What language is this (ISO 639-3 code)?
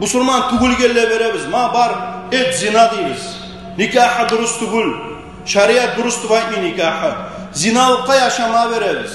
kum